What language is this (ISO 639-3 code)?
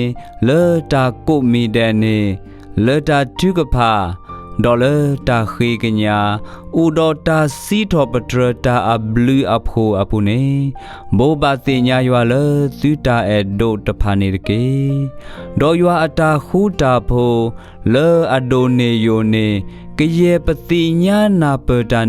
ksw